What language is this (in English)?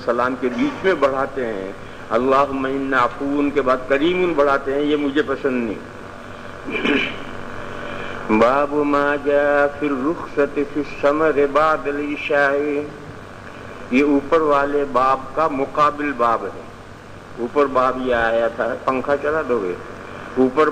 Urdu